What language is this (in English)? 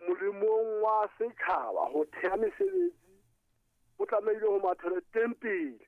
Southern Sotho